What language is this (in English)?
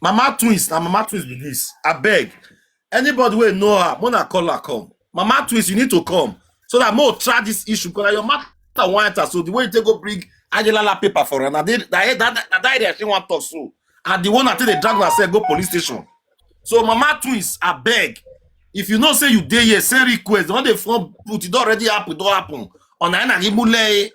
Nigerian Pidgin